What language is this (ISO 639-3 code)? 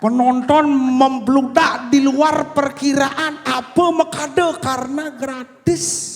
ban